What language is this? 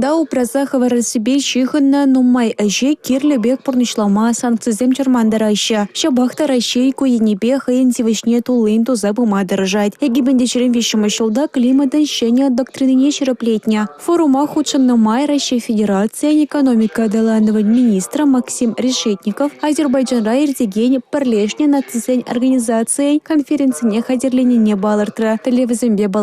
Chuvash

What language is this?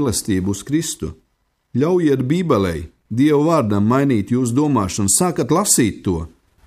Latvian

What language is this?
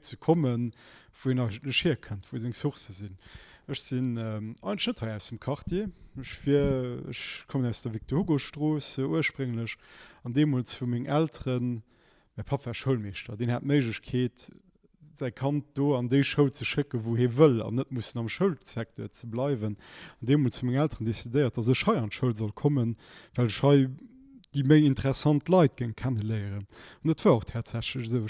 Luxembourgish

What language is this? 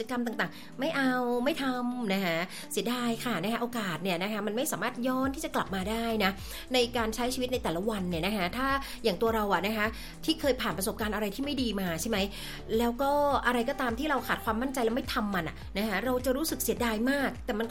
Thai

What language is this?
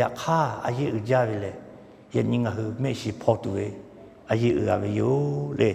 Lahu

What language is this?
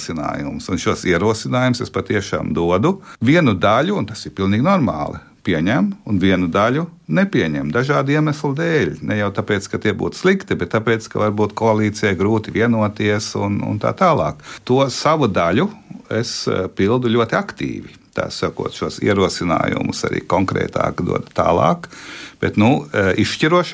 Latvian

